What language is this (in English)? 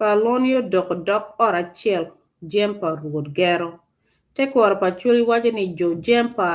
Acoli